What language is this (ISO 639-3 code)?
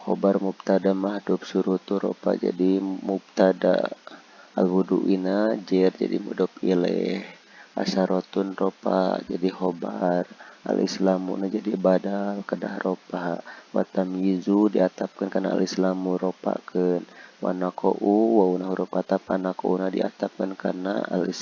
sun